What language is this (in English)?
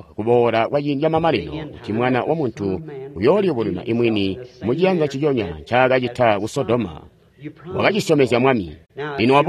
Tonga (Zambia)